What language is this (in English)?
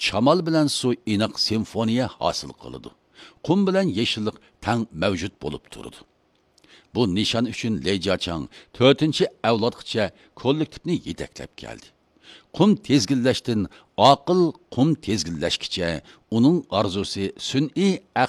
Uyghur